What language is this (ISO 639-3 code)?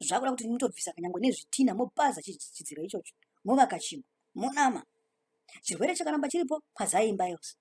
sna